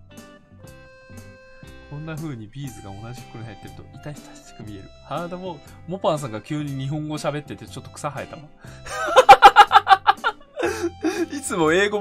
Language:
Japanese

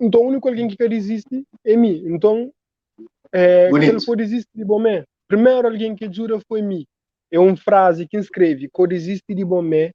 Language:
Kabuverdianu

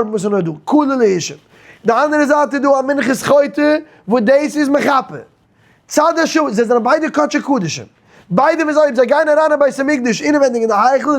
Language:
Yiddish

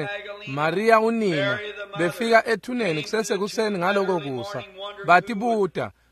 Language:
Swati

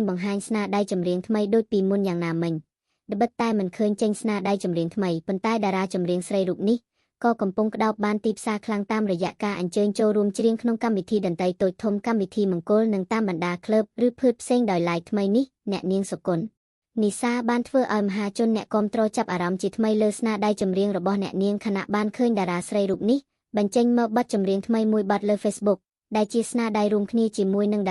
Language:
Khmer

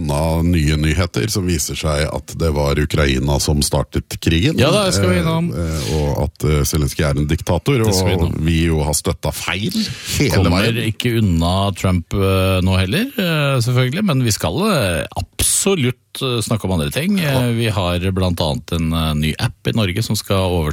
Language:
Norwegian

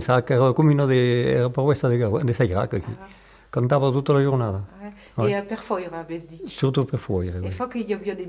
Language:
Occitan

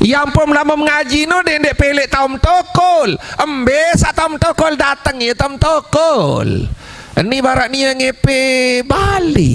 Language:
Sasak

